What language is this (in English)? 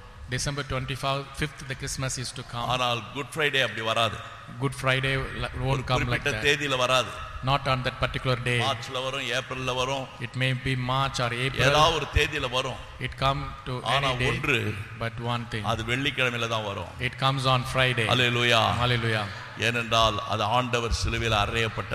Tamil